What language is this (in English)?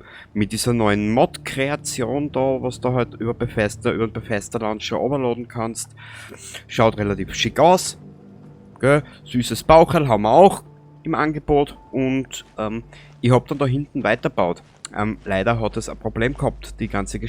Bavarian